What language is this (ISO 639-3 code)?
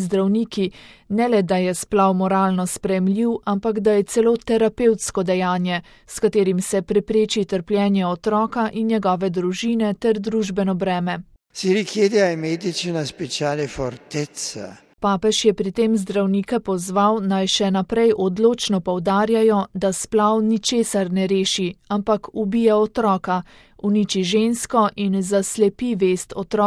slv